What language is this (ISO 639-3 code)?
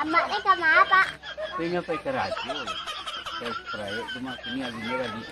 min